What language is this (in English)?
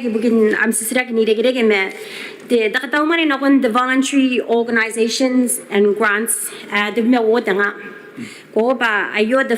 Gilbertese